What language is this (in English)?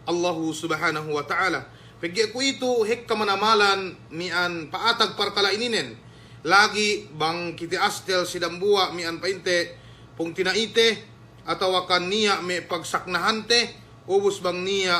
Yakan